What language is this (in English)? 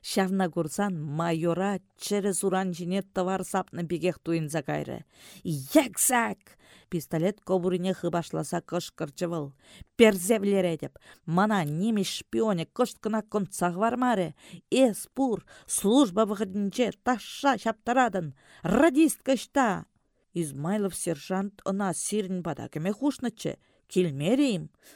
Chuvash